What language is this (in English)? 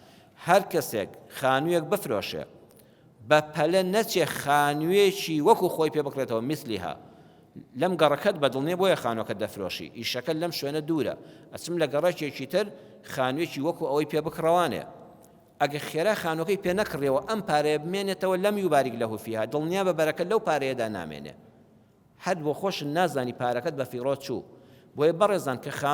Central Kurdish